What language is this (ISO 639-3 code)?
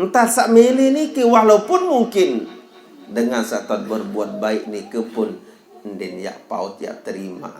sas